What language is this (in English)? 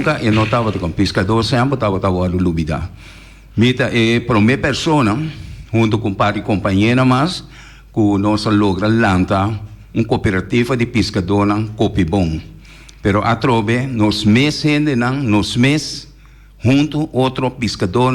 Papiamento